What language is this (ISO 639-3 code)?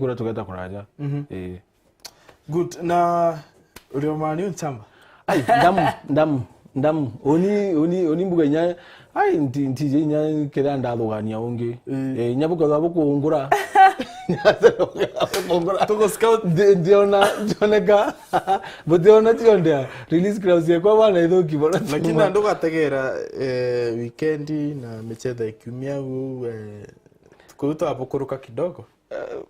mer